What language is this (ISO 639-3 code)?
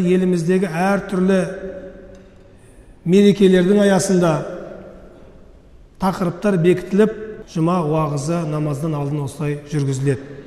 kaz